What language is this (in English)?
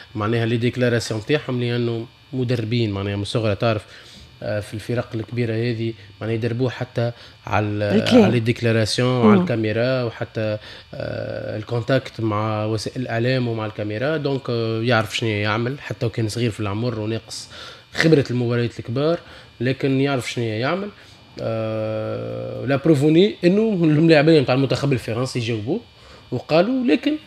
Tunisian Arabic